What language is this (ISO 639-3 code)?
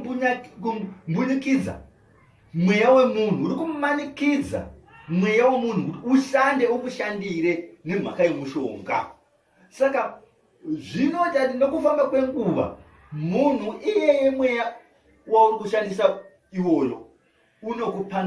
sna